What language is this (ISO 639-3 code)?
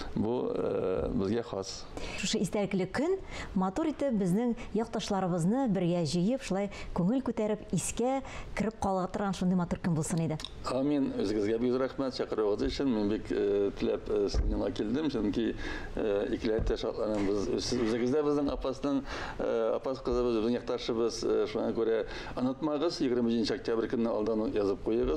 tat